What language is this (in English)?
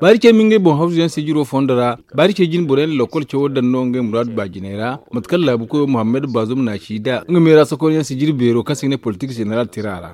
Zarma